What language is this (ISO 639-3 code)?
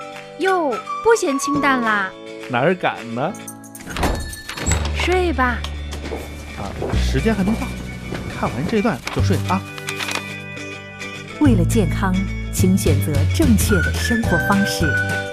zho